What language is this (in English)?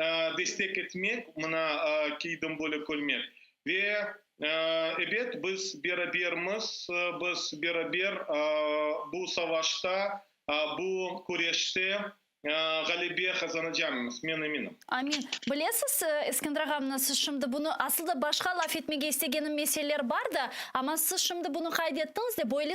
Crimean Tatar